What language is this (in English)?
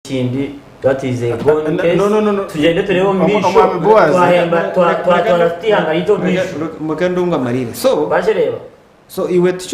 Nyankole